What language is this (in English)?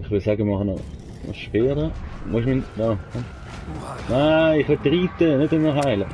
Swiss German